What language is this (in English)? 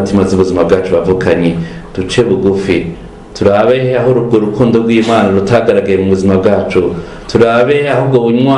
Rundi